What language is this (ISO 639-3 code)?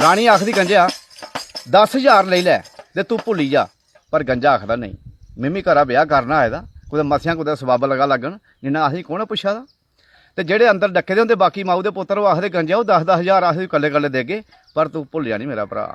doi